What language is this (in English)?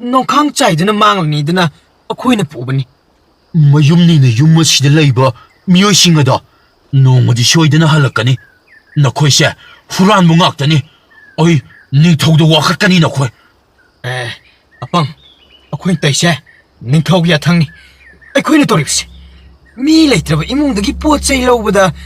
Manipuri